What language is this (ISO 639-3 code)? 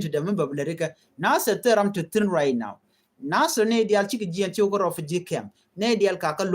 nus